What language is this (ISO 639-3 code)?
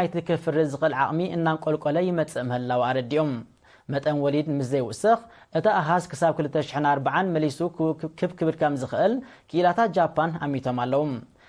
tir